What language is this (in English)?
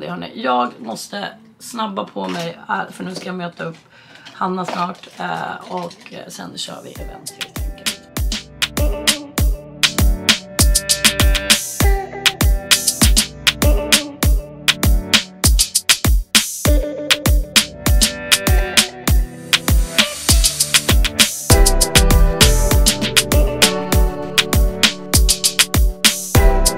Swedish